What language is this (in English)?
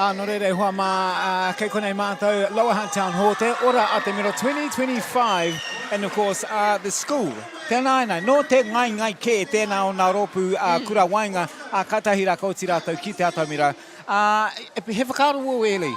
Māori